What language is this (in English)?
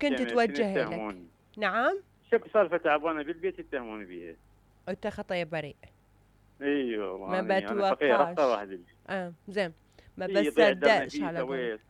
Mesopotamian Arabic